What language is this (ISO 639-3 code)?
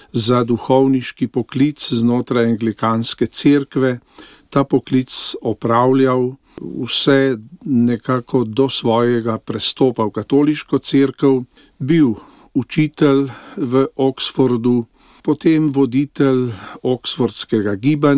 slv